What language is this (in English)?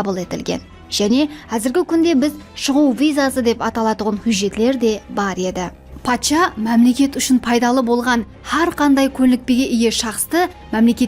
Kara-Kalpak